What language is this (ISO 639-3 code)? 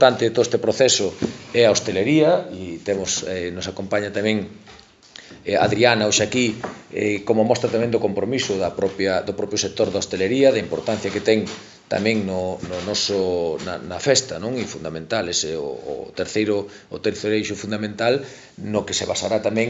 glg